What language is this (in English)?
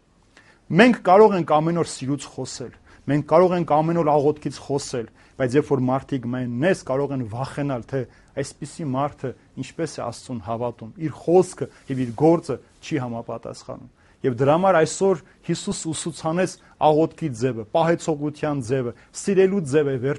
Armenian